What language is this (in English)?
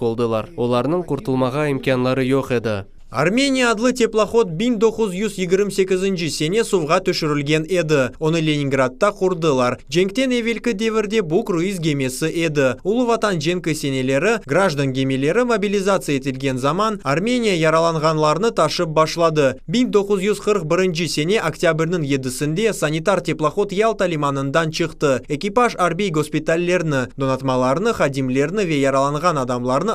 Crimean Tatar